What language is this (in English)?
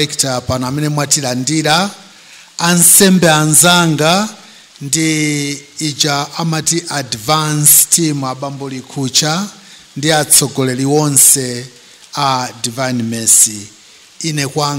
Nyanja